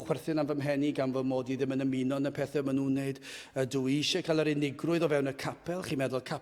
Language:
Welsh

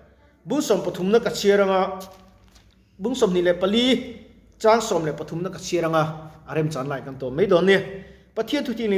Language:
Mizo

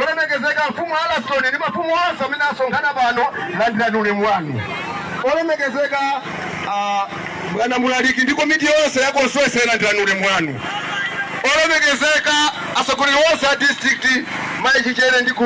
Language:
Nyanja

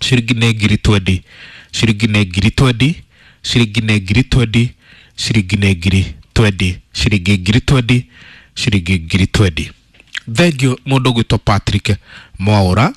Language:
Kikuyu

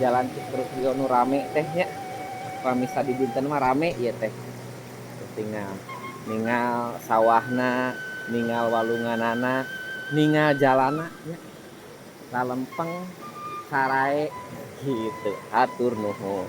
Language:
Sundanese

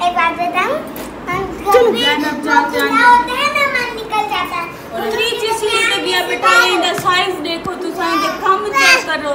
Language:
Saraiki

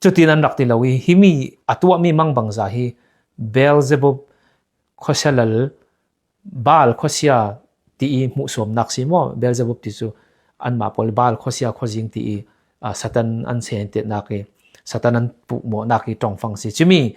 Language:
Falam Chin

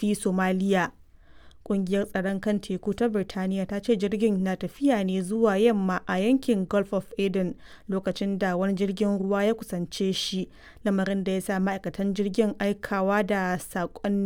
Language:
Hausa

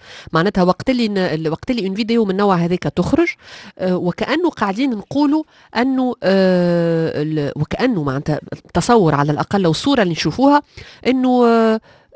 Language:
Tunisian Arabic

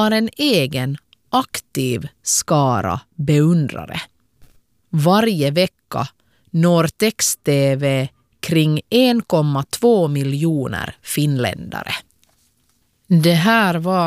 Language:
Swedish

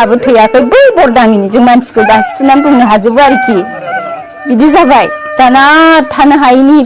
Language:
Bodo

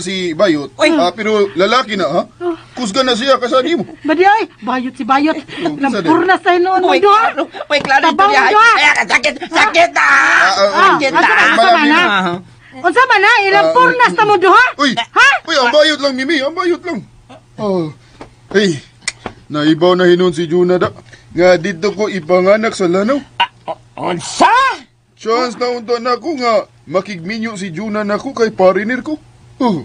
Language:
Cebuano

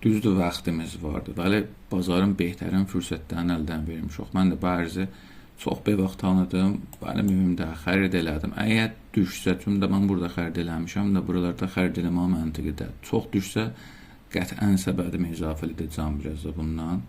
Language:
South Azerbaijani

